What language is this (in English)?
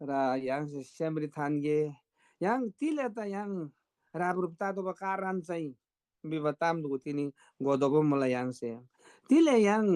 Eastern Tamang